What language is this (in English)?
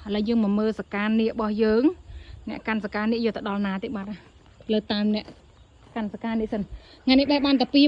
Khmer